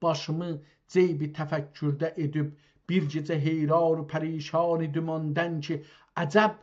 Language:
South Azerbaijani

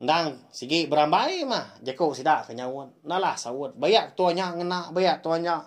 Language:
Iban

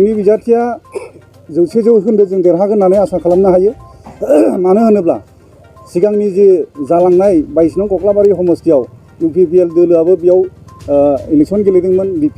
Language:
Bodo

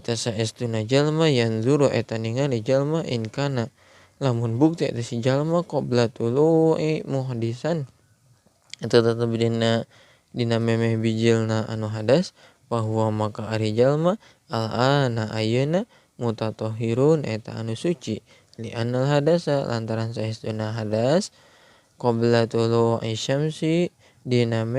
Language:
Sundanese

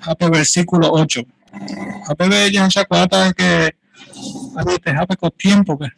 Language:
Guarani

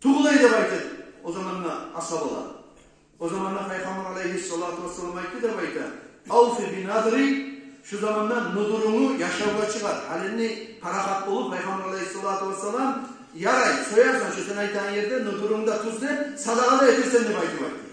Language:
Kumyk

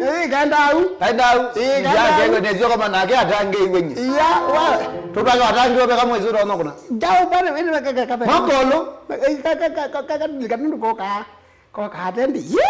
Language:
Kamba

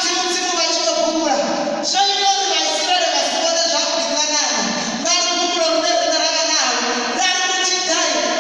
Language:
Venda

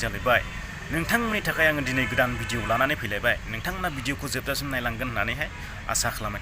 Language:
Bodo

